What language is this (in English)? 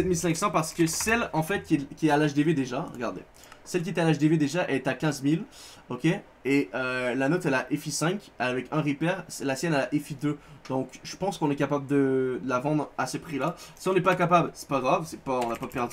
French